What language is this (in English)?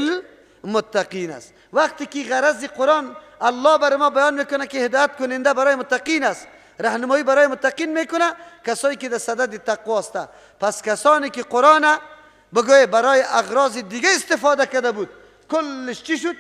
Persian